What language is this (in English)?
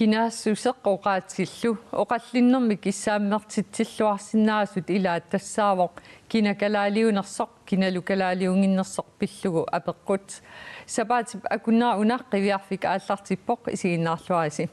Kalaallisut